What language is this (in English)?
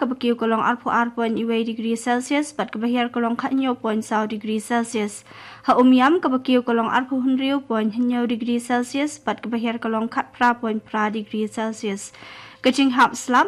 Khasi